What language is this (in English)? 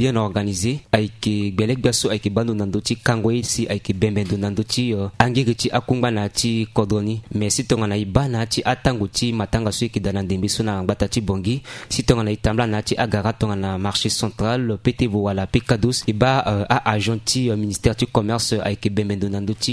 Sango